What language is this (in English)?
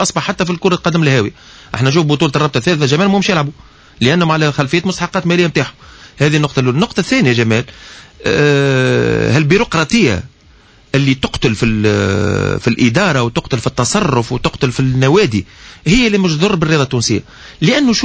Tunisian Arabic